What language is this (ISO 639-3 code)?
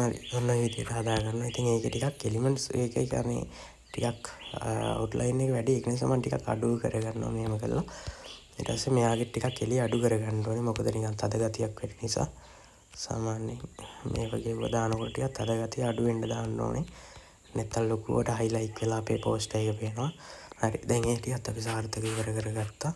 sin